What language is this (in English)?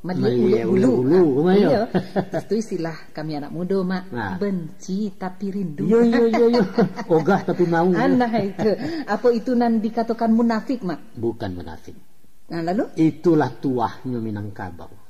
Minangkabau